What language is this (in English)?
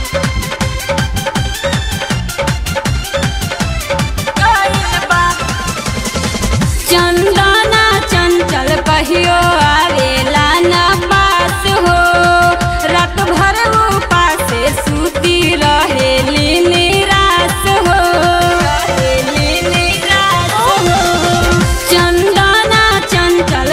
Bhojpuri